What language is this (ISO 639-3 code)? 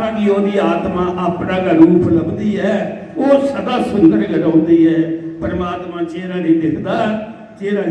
doi